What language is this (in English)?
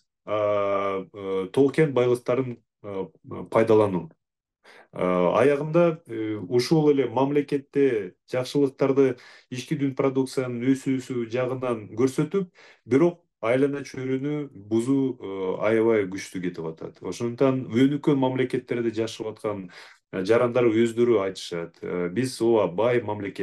Kyrgyz